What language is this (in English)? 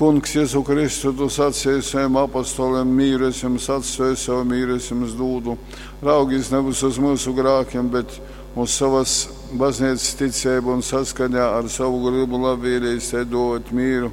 Latgalian